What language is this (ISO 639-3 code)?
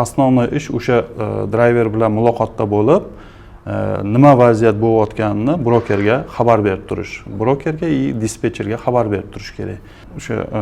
uzb